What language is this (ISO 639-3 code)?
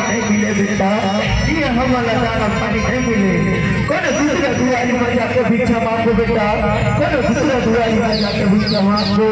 hne